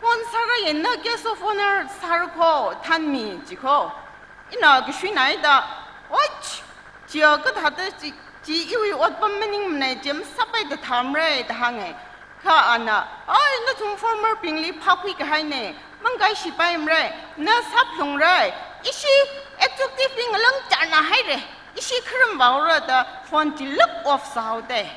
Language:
Tangkhul Naga (India)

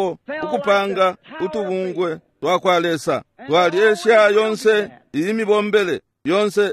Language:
Bemba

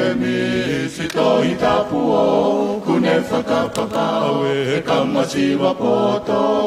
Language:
Tongan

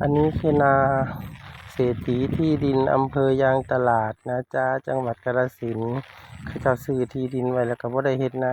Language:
Northeastern Thai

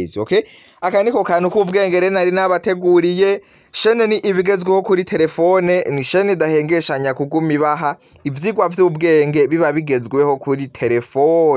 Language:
Rundi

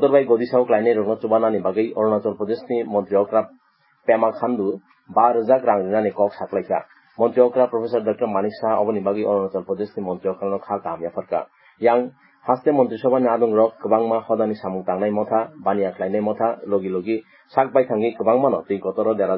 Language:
Kok Borok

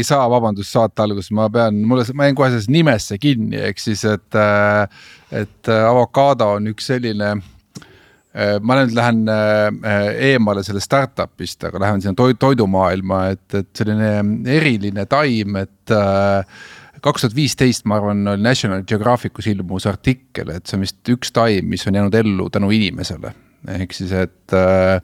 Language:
Estonian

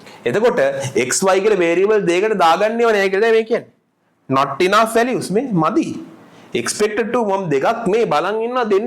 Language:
Sinhala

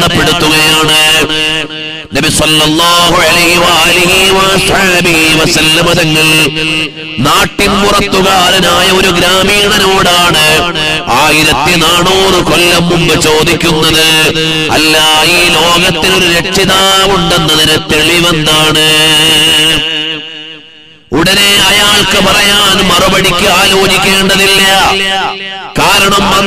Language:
Malayalam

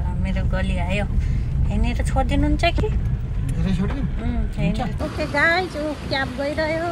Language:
Nepali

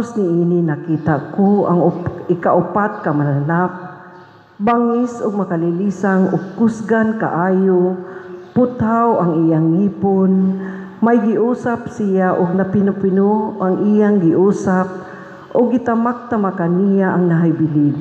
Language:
Cebuano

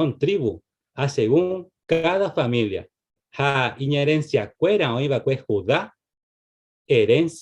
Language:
Guarani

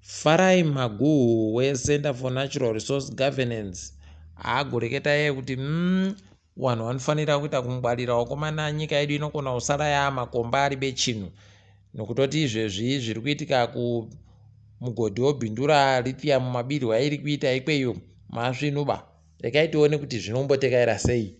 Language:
Ndau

